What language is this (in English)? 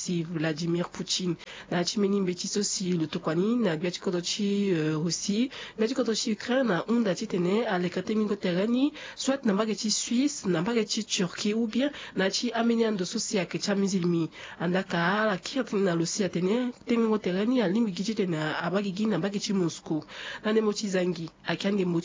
Sango